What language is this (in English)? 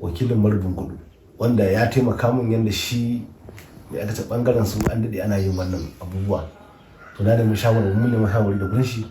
Hausa